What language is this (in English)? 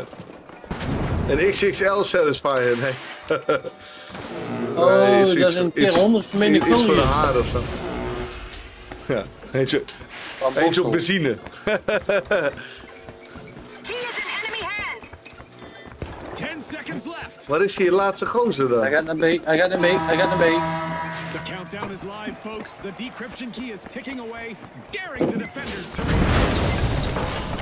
Dutch